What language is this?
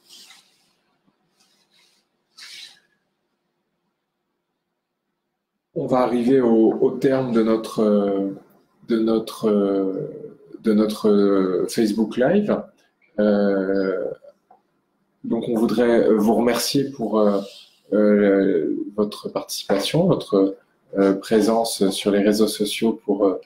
French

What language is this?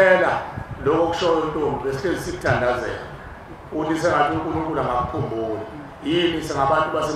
Zulu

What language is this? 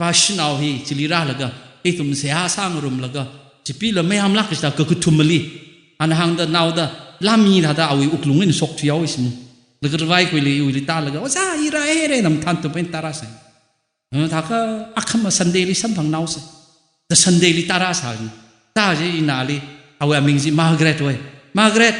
Tangkhul Naga (India)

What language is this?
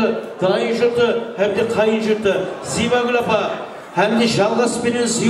Kara-Kalpak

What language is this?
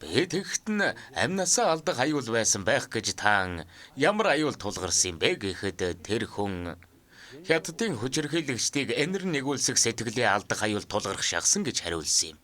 Mongolian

